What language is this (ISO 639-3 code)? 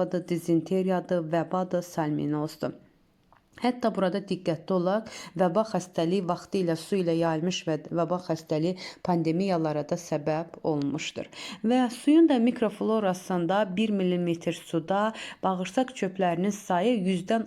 aze